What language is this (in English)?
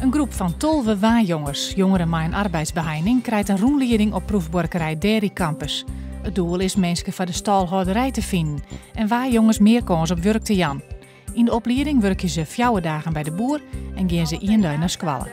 Western Frisian